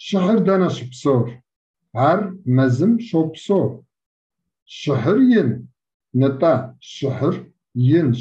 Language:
Kabardian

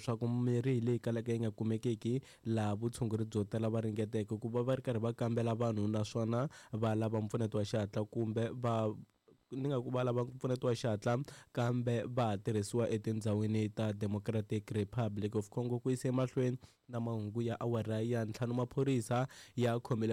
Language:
Tsonga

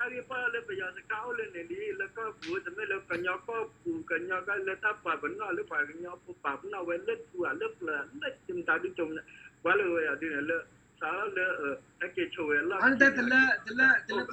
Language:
S'gaw Karen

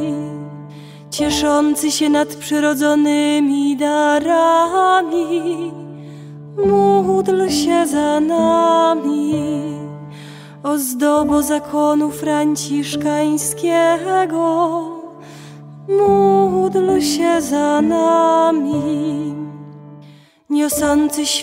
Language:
Polish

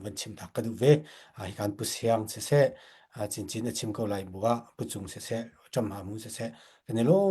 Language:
Hakha Chin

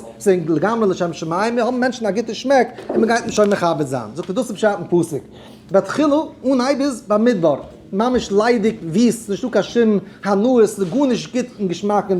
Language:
Yiddish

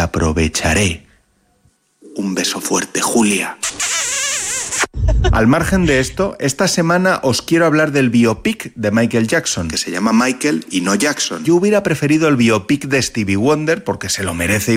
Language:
Spanish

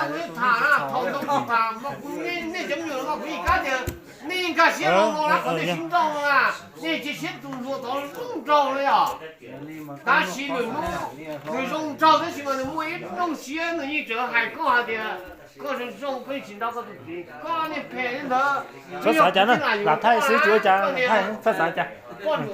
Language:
Hmong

